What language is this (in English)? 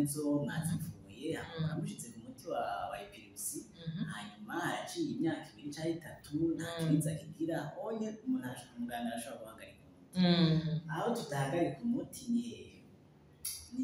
Rundi